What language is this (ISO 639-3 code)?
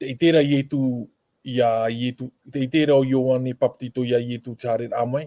tah